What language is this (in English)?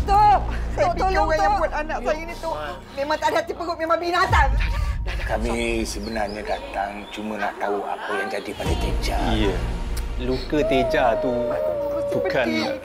Malay